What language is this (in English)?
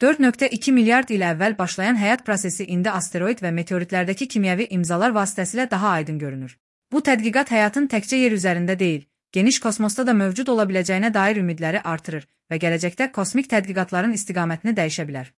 Azerbaijani